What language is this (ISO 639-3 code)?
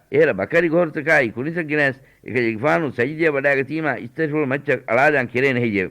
div